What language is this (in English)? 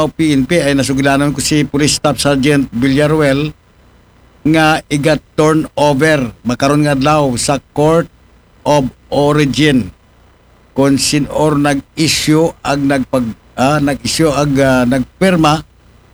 Aklanon